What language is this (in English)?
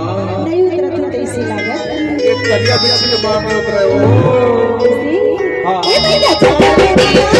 Chhattisgarhi